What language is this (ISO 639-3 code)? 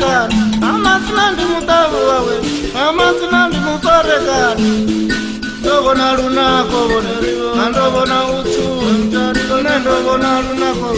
ven